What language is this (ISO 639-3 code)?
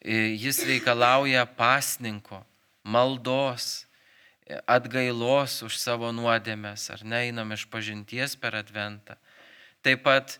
lit